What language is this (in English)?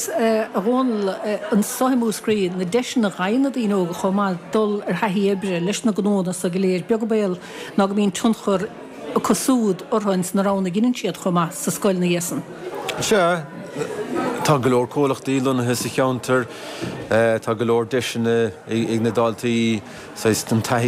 Irish